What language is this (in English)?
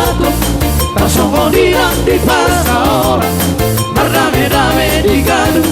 Batak Toba